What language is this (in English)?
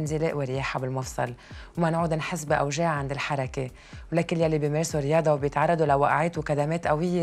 North Levantine Arabic